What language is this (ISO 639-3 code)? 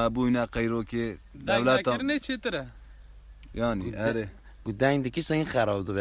kur